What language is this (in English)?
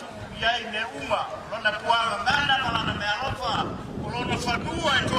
Samoan